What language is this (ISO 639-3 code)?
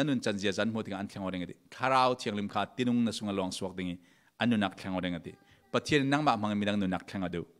cfm